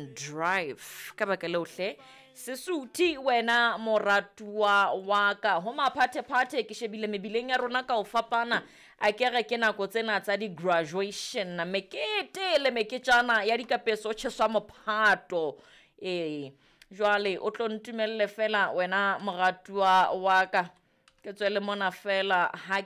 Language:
Southern Sotho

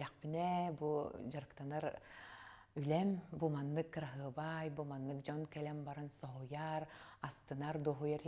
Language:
Yakut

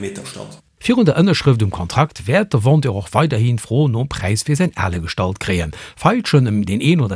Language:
Luxembourgish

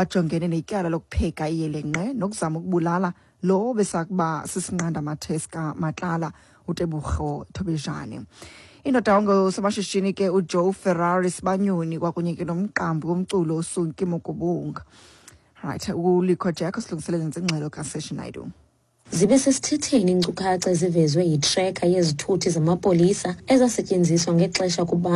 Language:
Xhosa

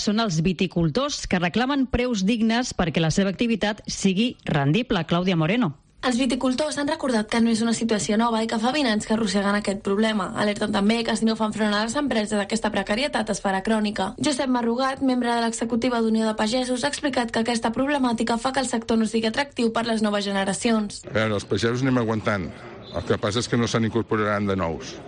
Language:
Catalan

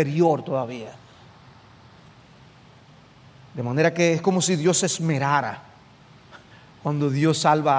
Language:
Spanish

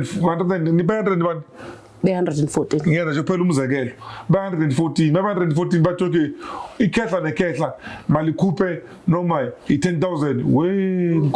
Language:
Zulu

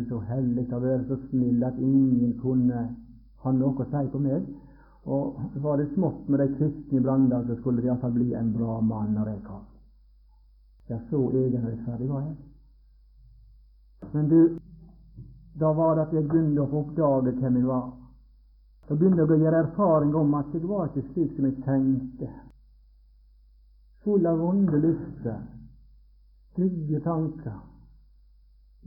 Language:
Norwegian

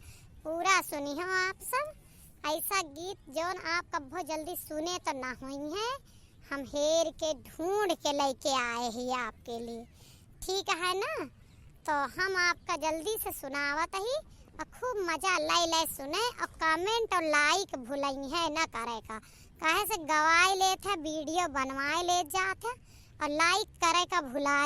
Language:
Awadhi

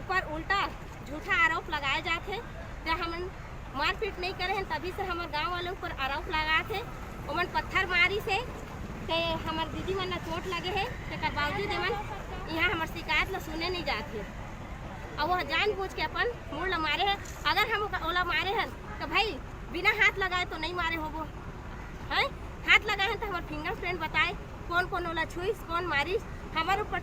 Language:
Chhattisgarhi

